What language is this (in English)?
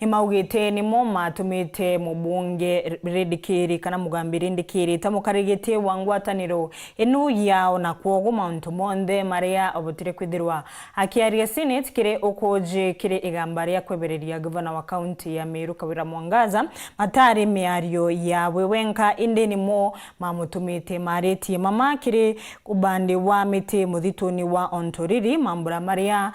Meru